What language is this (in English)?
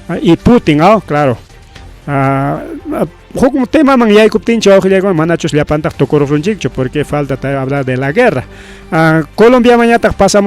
Ayacucho Quechua